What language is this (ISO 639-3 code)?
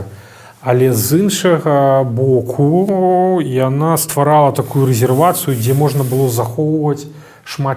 bel